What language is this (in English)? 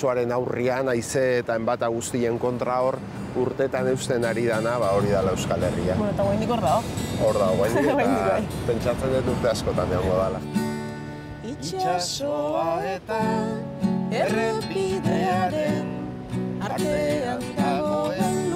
Basque